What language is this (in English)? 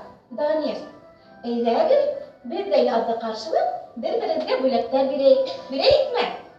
Bashkir